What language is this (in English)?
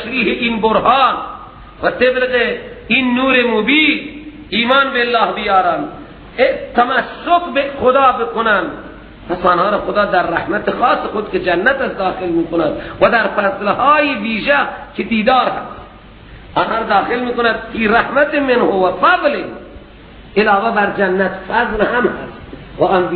Persian